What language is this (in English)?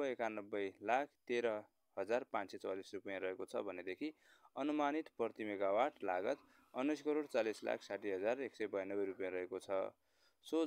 Nepali